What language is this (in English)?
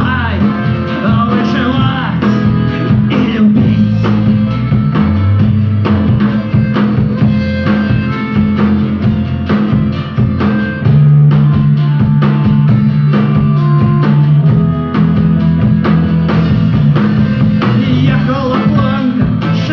Russian